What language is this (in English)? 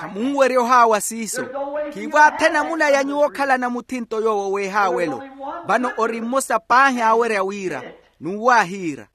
Makhuwa